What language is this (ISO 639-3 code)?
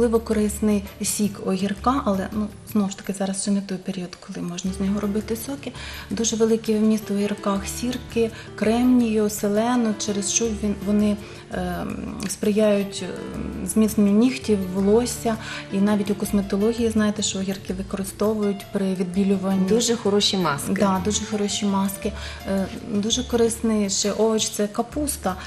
ukr